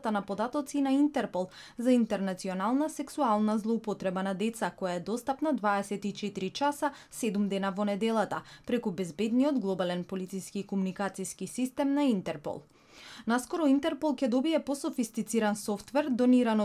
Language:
Macedonian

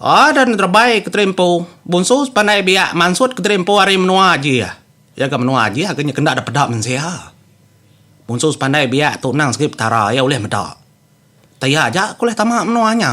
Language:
Iban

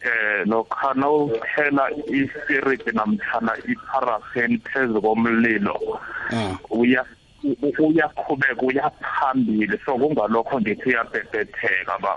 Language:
South Ndebele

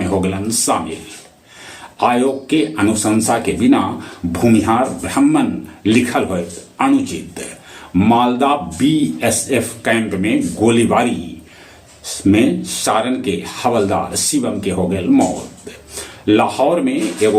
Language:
Magahi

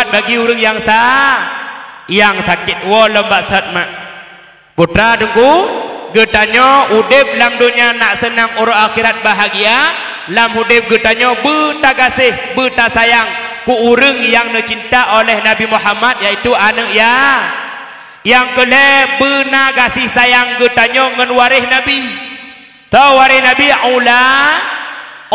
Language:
Achinese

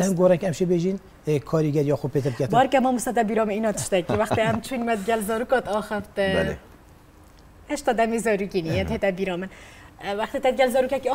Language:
Kurdish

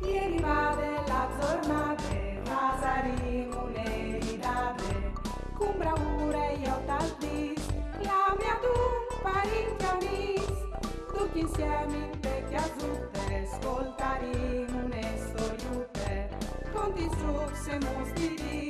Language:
Friulian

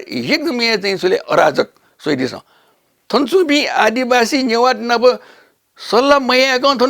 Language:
Newari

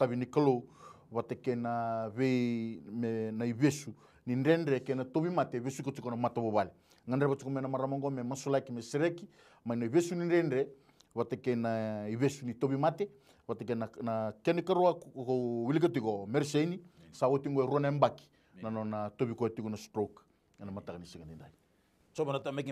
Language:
Fijian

